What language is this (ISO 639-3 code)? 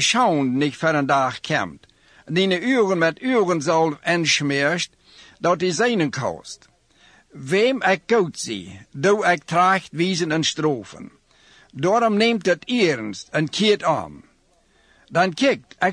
pdt